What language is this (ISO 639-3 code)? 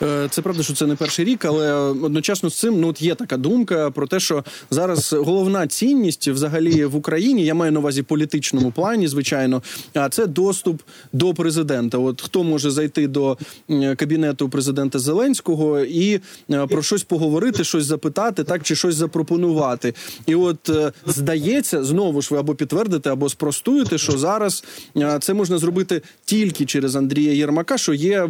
ukr